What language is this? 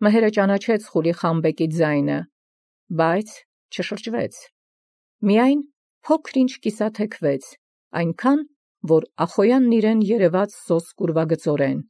Armenian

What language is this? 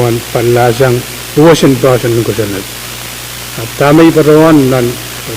Pohnpeian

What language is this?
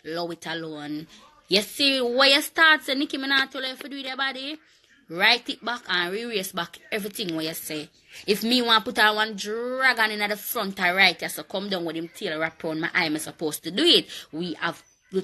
Jamaican Creole English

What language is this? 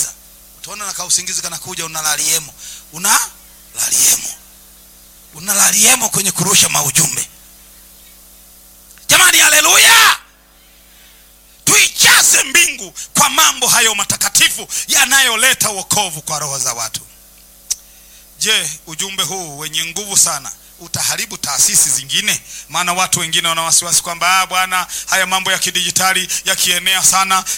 Swahili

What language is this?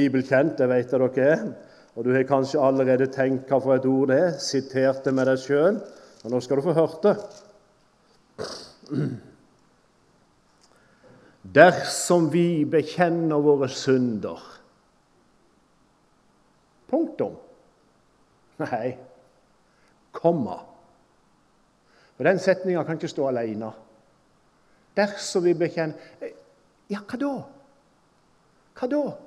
Norwegian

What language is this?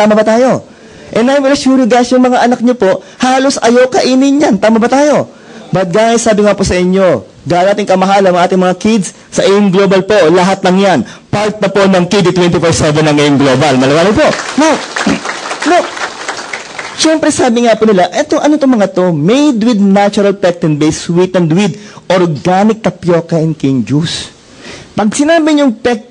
Filipino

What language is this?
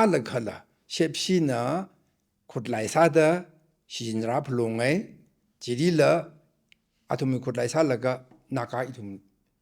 Tangkhul Naga (India)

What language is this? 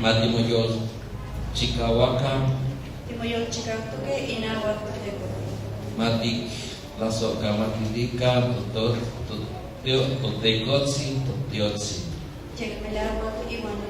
Nahuatl languages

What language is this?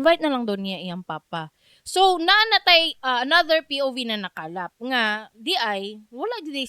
Cebuano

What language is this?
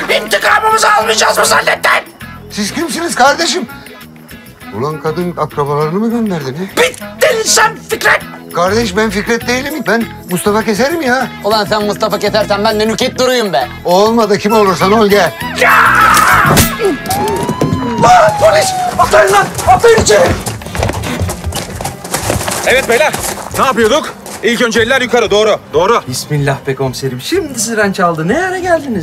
Turkish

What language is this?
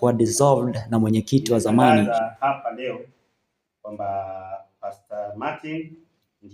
Swahili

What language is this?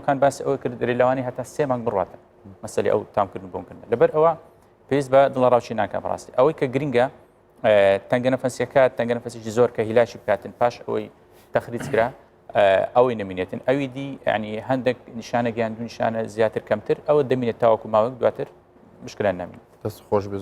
Central Kurdish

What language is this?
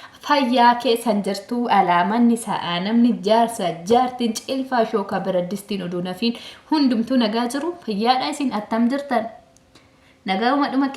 Oromo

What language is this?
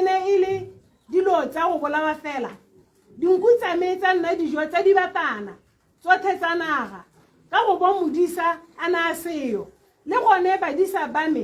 Tswana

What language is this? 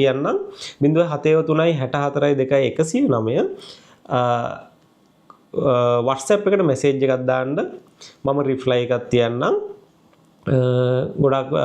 Sinhala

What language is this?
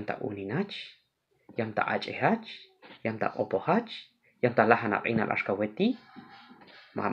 Q'anjob'al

